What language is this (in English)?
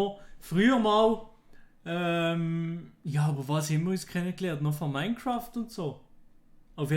Swiss German